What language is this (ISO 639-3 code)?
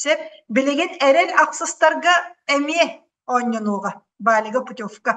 sah